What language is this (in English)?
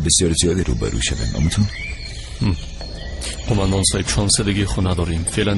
Persian